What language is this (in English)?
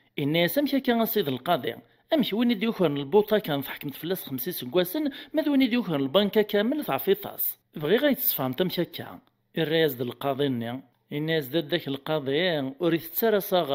Kabyle